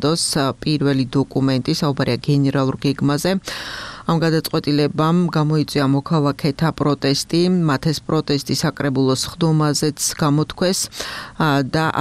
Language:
Georgian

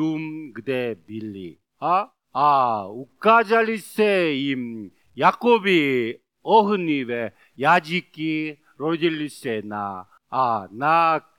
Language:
Czech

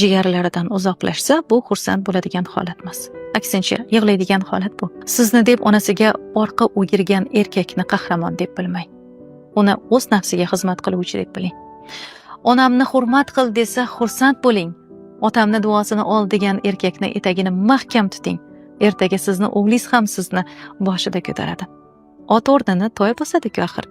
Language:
Uzbek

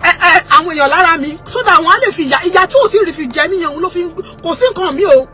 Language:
Yoruba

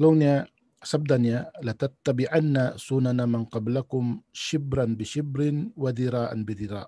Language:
Tausug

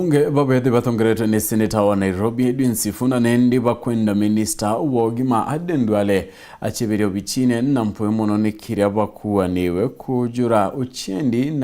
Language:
Meru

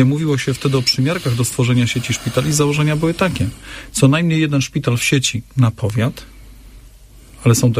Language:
Polish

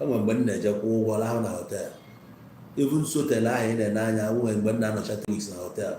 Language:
Igbo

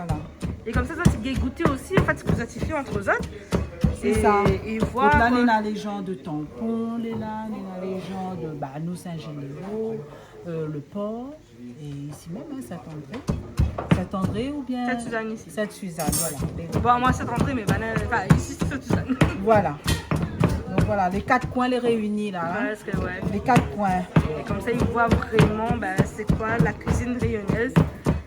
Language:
Réunion Creole French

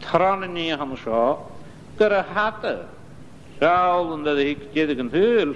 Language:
Scottish Gaelic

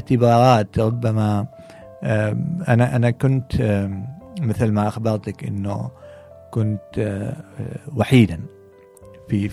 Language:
Gulf Arabic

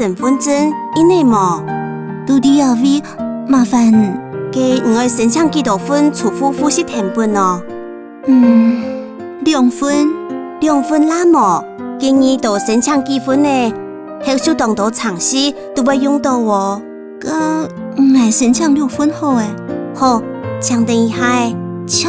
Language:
Hakka Chinese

